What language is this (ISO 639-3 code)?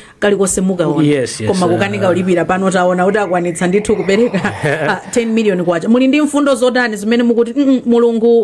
nya